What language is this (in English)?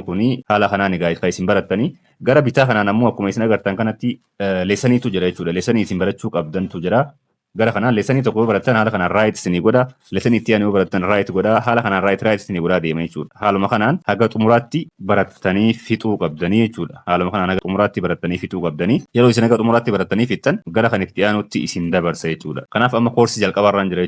Oromo